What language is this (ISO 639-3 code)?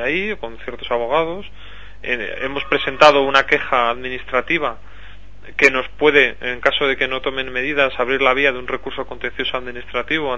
spa